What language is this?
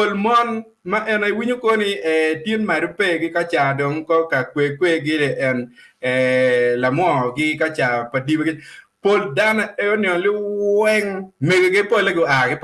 Acoli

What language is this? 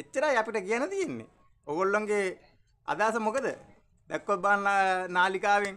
Sinhala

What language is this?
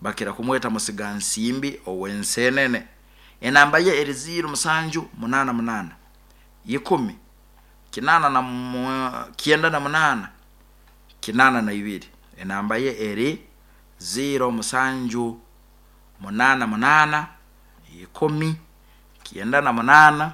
Nyankole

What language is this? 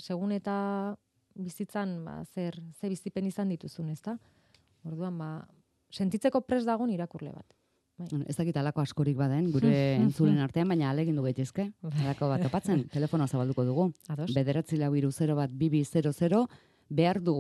Basque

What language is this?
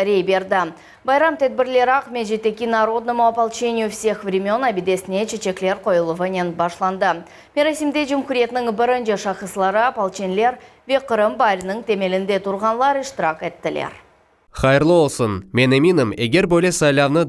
Crimean Tatar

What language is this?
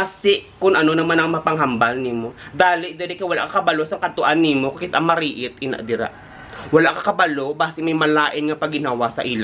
Hiligaynon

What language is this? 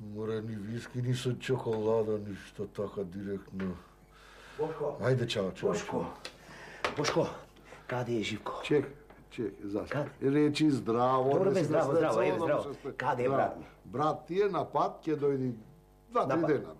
Macedonian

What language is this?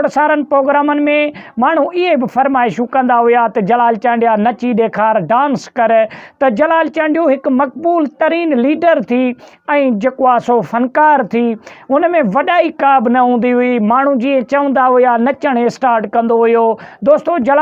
Sindhi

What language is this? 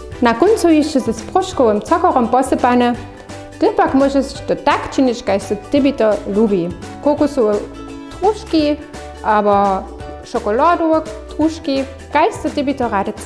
Upper Sorbian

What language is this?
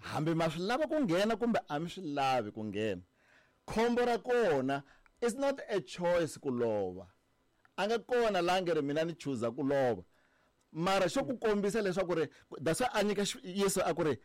Tsonga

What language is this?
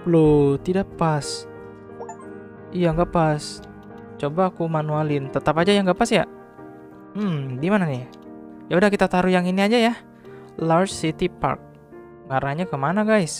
Indonesian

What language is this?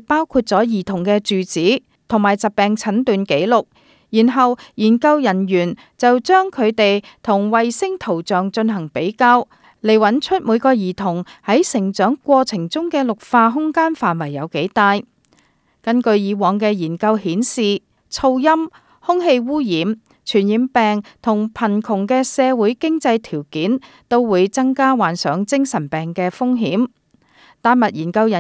Cantonese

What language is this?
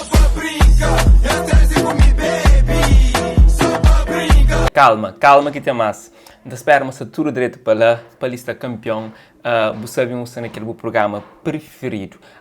Kabuverdianu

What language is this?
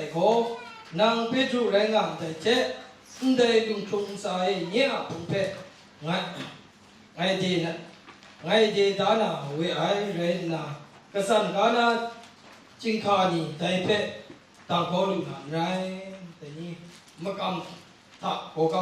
Kachin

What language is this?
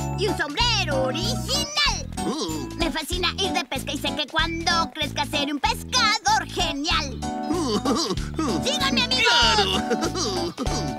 Spanish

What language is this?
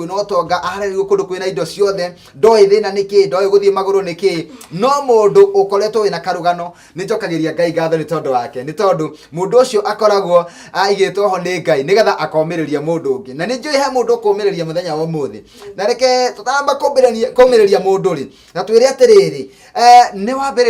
Kikuyu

